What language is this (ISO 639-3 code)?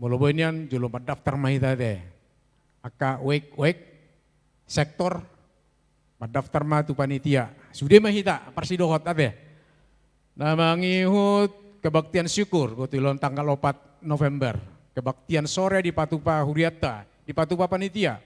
bbc